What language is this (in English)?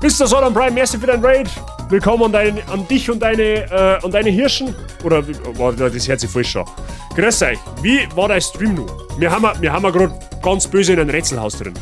Bavarian